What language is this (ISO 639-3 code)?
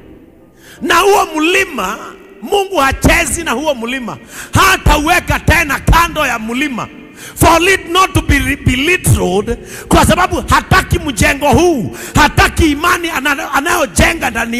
swa